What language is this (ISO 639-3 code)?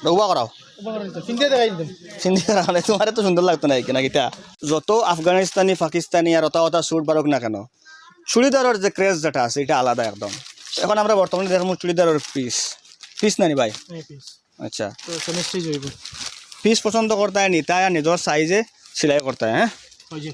syl